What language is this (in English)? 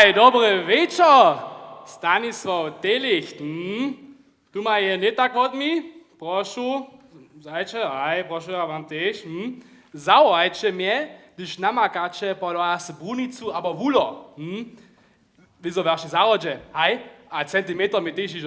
Upper Sorbian